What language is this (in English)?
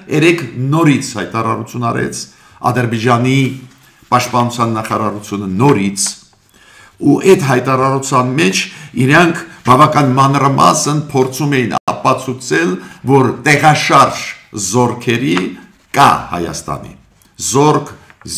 Armenian